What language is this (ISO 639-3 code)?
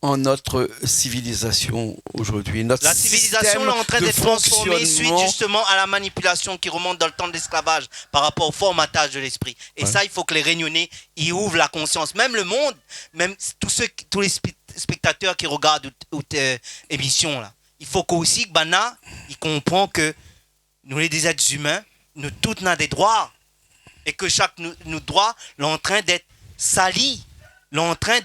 rcf